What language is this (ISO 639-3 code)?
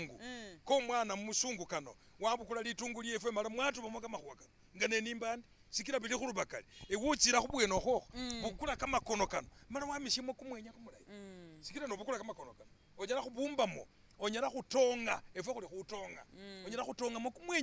myx